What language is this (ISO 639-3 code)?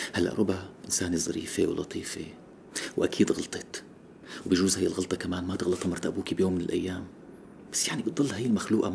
apc